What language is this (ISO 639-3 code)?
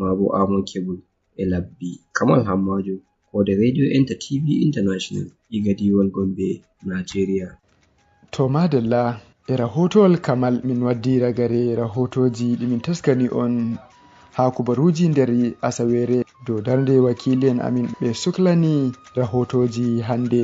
ful